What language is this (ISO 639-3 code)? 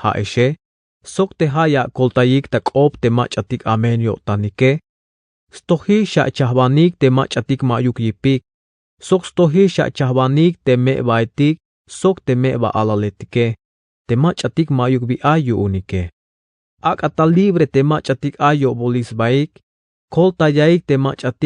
tzh